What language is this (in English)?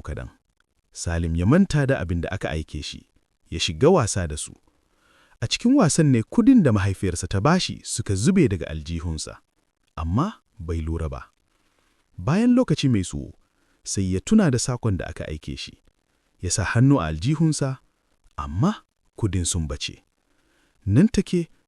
Hausa